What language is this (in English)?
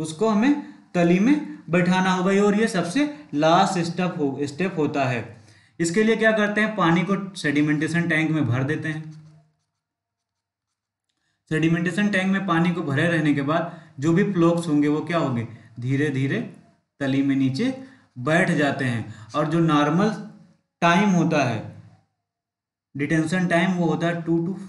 Hindi